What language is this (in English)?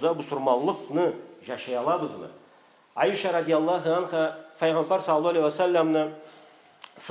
Karachay-Balkar